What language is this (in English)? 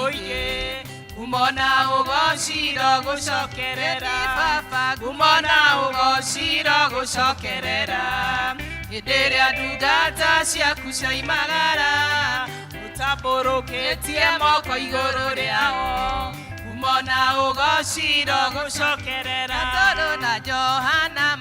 Kikuyu